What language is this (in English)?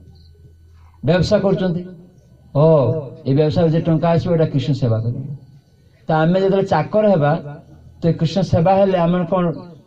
Odia